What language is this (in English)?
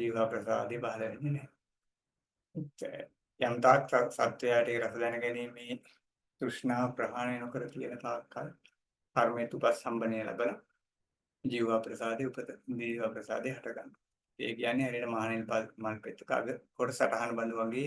Sinhala